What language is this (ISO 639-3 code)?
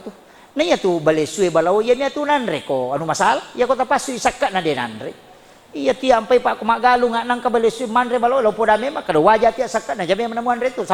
bug